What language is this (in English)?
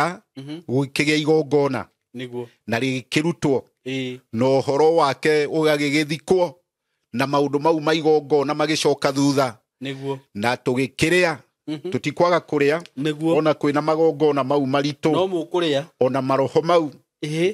Kikuyu